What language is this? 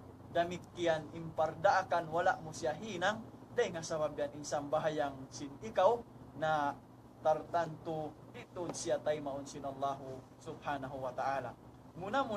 Tausug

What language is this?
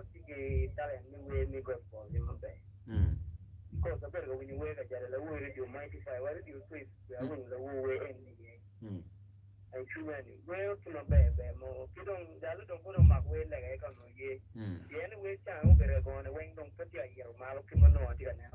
Acoli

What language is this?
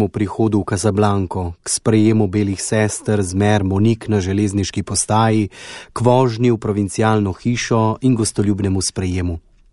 Slovenian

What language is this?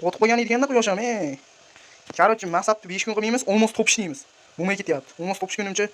Uzbek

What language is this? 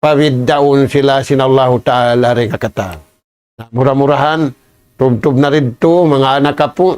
Tausug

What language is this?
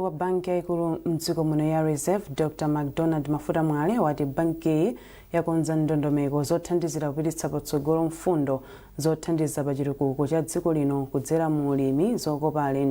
Nyanja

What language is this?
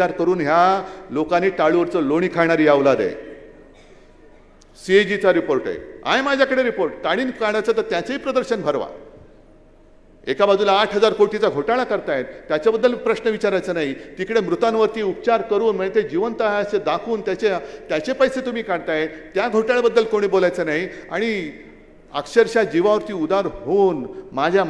Marathi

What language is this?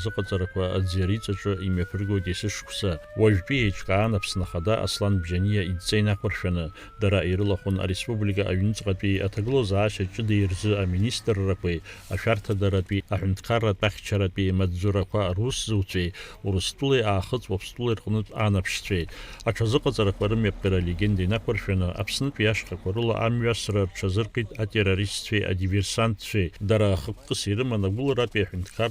Abkhazian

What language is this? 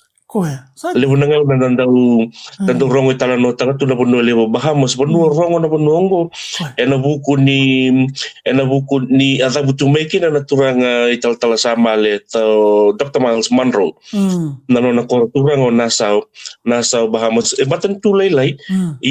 Fijian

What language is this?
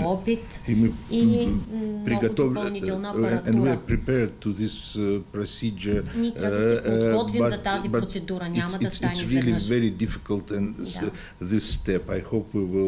Bulgarian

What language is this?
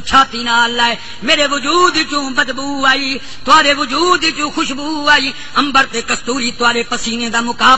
Saraiki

